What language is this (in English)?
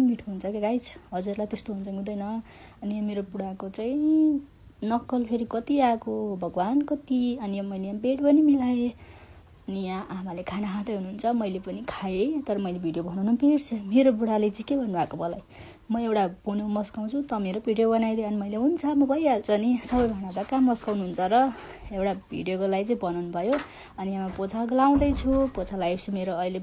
Nepali